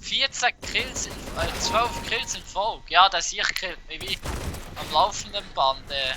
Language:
Swiss German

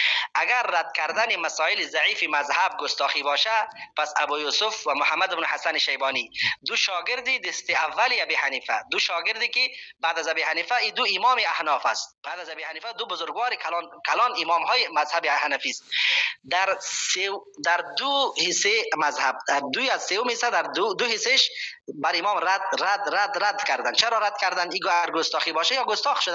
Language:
Persian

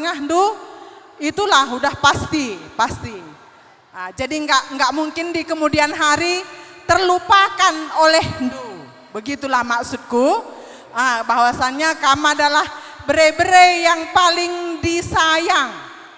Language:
Batak Karo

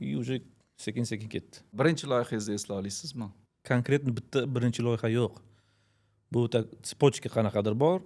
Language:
Uzbek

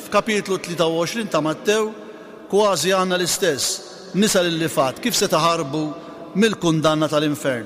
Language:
Maltese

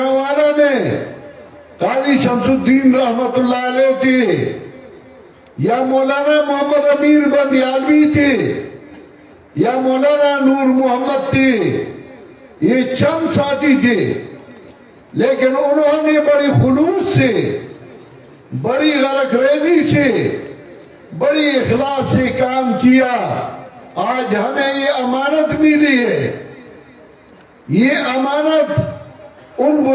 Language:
Urdu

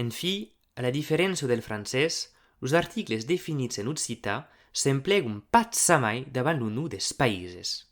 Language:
Occitan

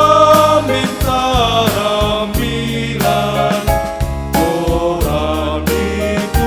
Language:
Batak Simalungun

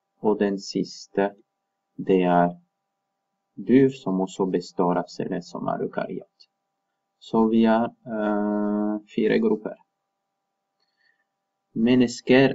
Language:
Norwegian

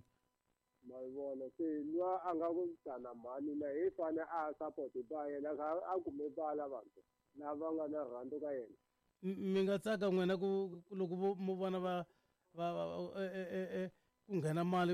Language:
Tsonga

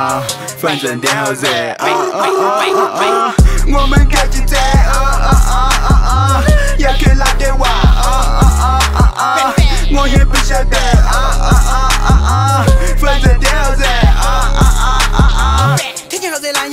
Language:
Chinese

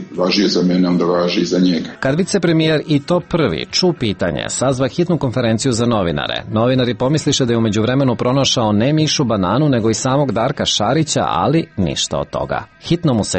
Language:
Serbian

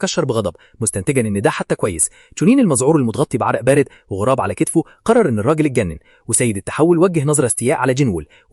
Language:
Egyptian Arabic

